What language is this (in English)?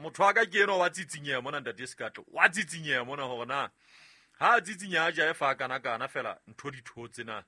Southern Sotho